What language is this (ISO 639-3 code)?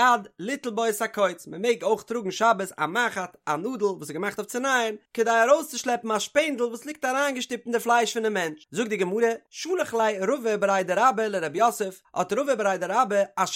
yid